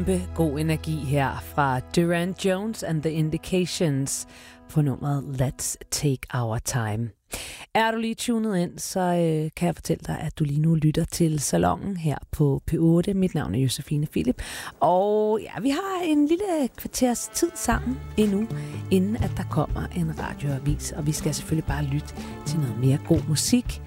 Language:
Danish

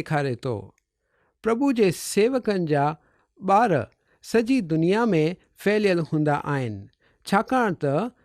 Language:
Sindhi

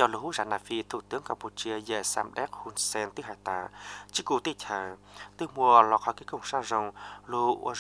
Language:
Vietnamese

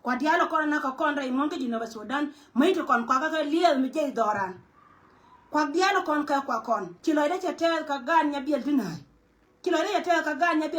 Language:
Nuer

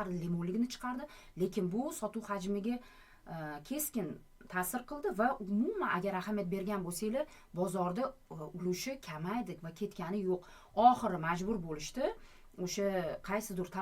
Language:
Uzbek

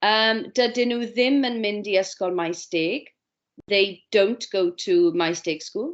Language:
Welsh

